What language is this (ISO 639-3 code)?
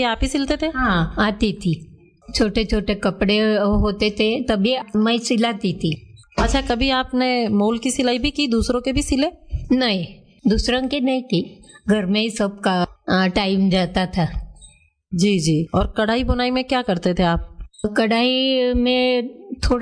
hin